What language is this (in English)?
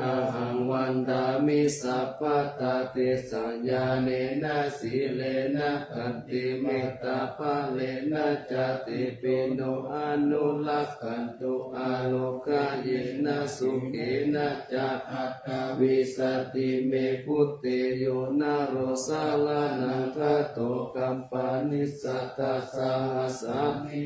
Pali